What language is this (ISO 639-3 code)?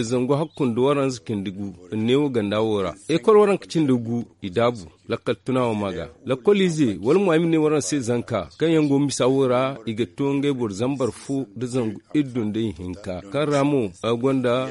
dje